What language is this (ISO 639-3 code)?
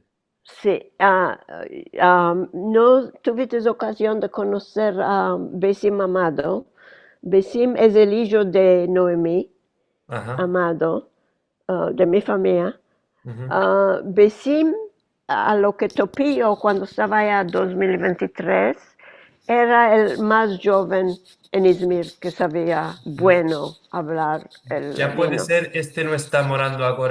lad